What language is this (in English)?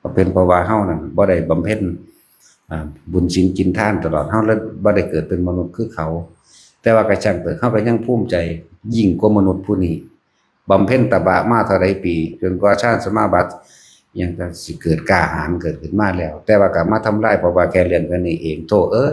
Northeastern Thai